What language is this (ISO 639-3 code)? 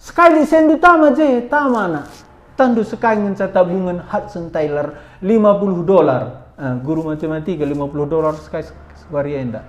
btx